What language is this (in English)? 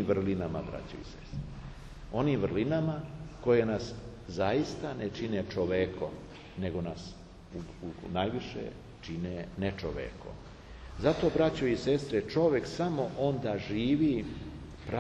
Serbian